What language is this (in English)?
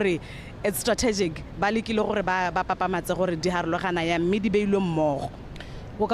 Tswana